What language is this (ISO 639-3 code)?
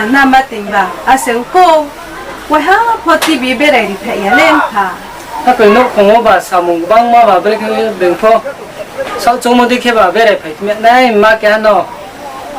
ria